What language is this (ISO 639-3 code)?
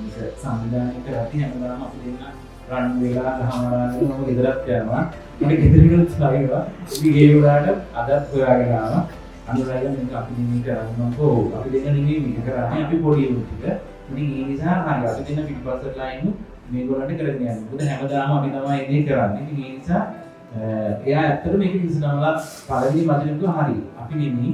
sin